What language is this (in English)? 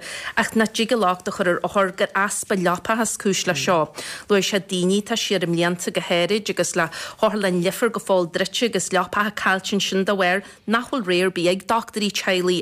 Irish